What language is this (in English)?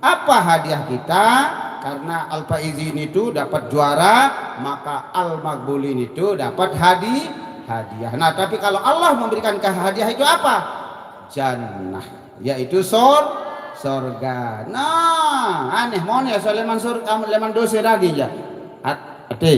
Sasak